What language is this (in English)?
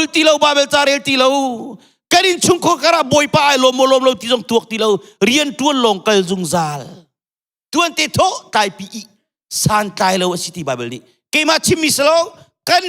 Hakha Chin